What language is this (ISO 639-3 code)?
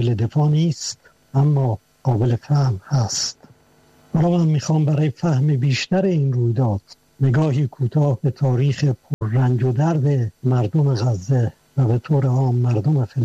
fas